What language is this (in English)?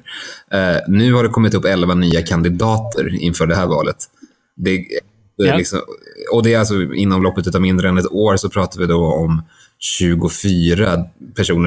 Swedish